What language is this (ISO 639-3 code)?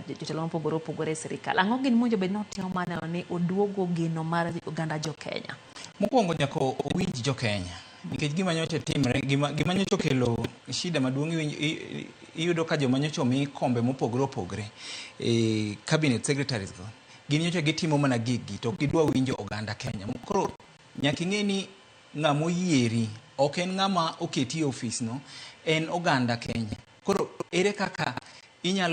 luo